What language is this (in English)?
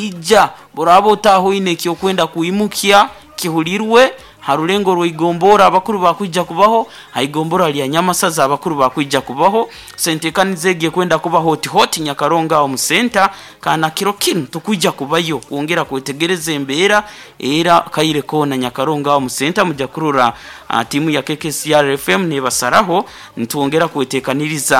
Nyoro